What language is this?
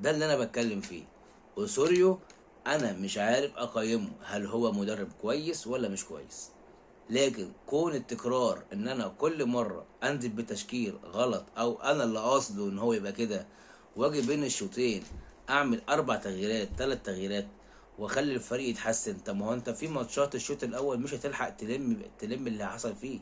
Egyptian Arabic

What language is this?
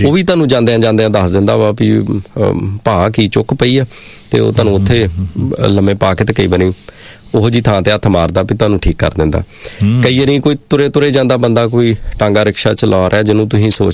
Punjabi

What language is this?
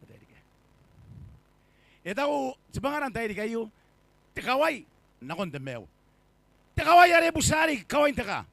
Gilbertese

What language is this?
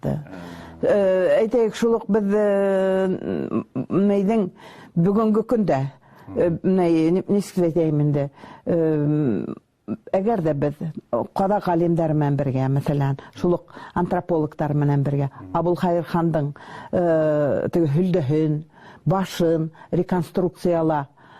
Bashkir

